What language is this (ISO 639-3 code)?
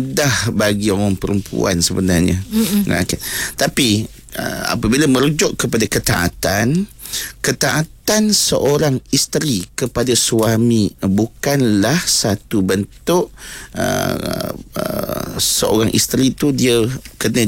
msa